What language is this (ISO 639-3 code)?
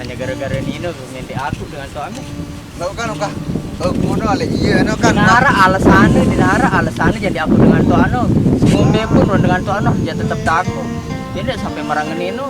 sas